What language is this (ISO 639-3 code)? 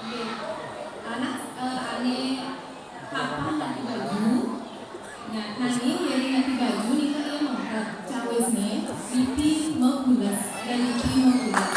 ban